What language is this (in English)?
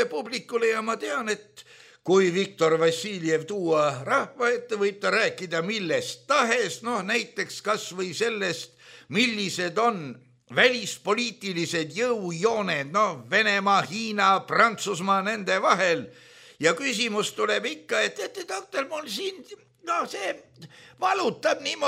Estonian